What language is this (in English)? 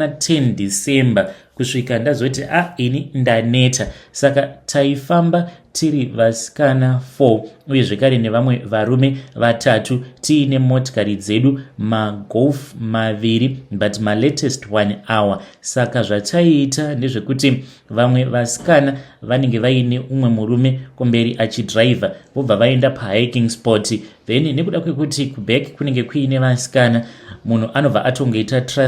Shona